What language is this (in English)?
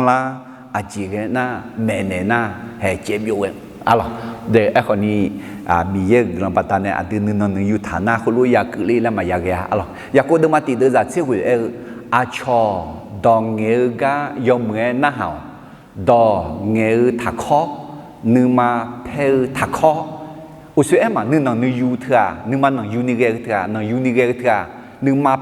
Akha